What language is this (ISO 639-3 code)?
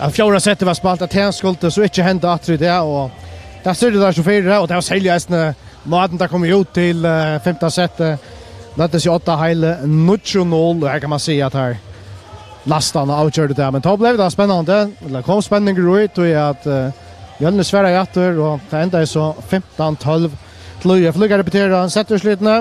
fao